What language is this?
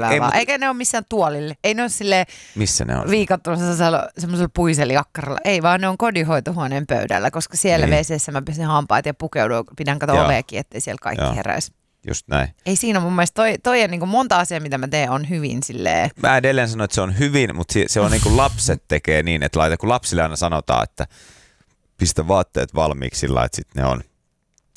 Finnish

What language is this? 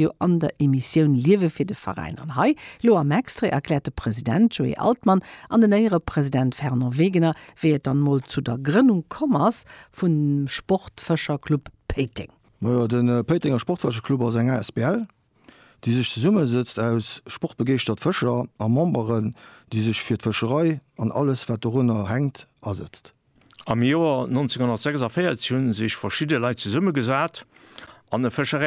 Luxembourgish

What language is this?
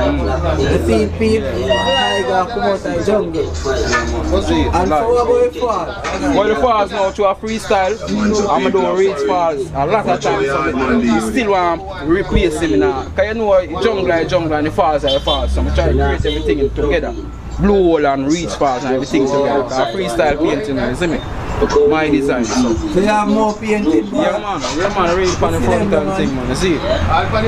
Jamaican Creole English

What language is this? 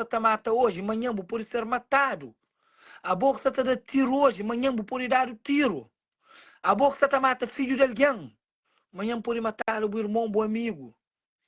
Kabuverdianu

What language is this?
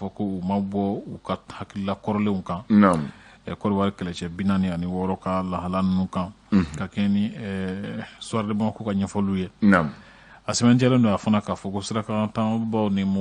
Bambara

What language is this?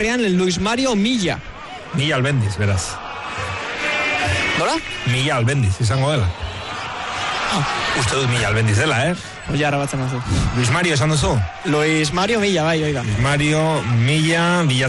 Basque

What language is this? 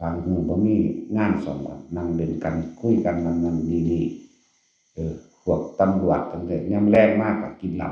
Northeastern Thai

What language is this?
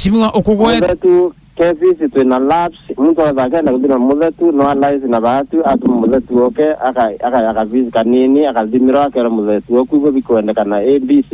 Meru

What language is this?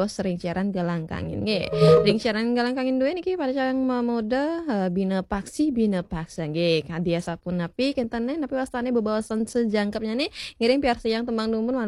Balinese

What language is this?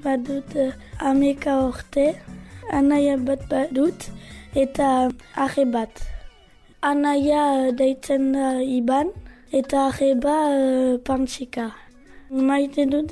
Basque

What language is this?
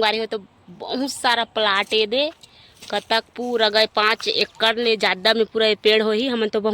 Chhattisgarhi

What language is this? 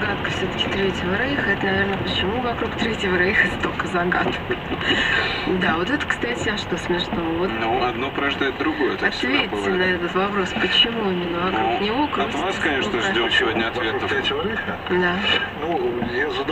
Russian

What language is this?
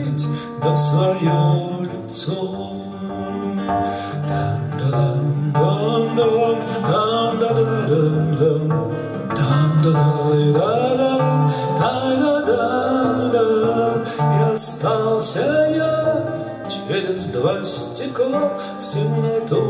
Russian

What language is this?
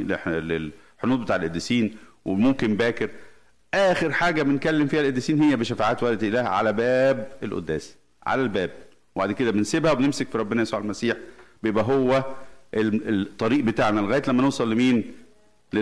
Egyptian Arabic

